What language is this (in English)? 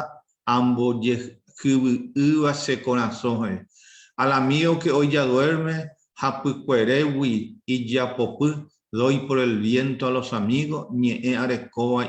Guarani